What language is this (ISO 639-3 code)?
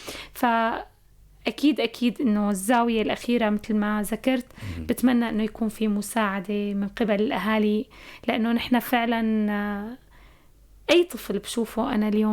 apc